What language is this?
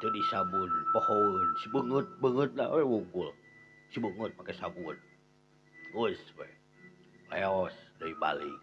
Sundanese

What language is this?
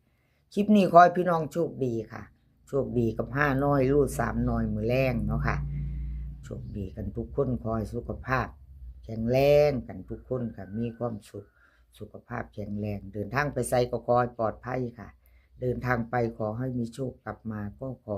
Northeastern Thai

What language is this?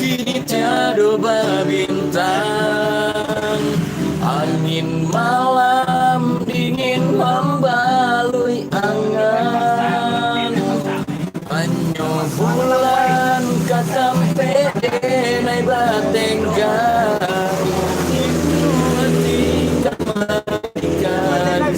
Minangkabau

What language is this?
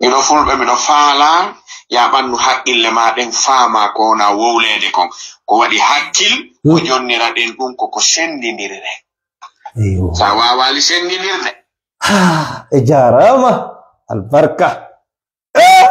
Fula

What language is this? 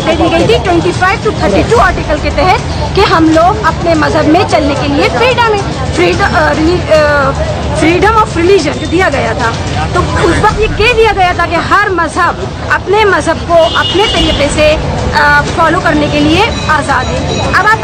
Urdu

